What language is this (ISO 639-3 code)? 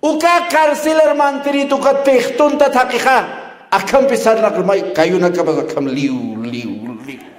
aym